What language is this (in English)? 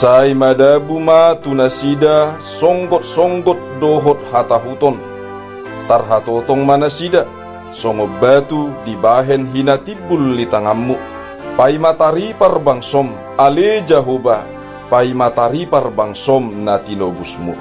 Batak Toba